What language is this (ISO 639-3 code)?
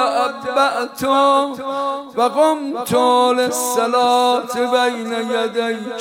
fas